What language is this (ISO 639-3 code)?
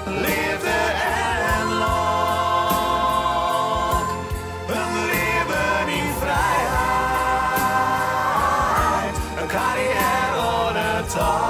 fry